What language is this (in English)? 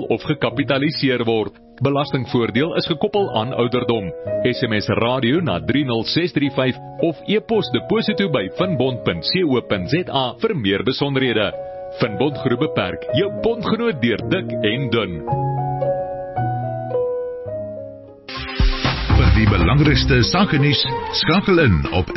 Afrikaans